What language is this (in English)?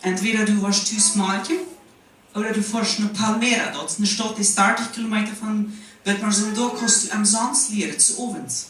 Plautdietsch